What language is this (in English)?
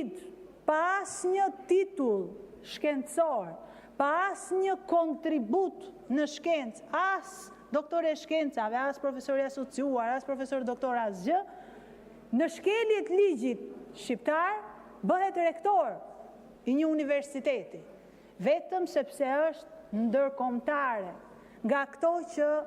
Albanian